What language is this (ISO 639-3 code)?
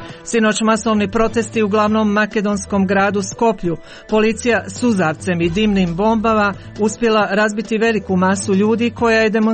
hrv